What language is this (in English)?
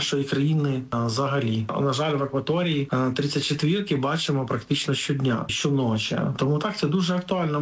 Ukrainian